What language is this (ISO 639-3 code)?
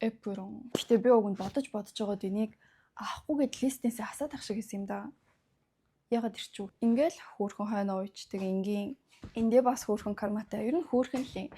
mon